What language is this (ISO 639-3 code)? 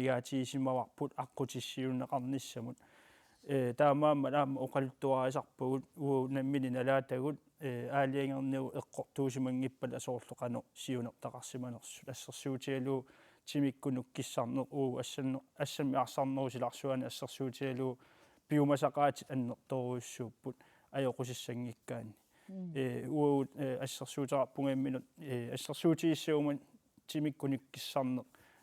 kal